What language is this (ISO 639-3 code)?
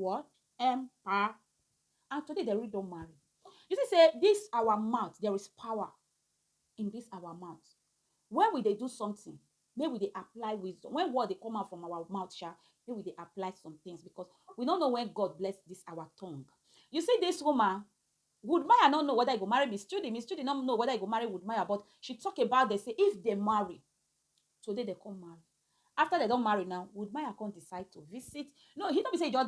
pcm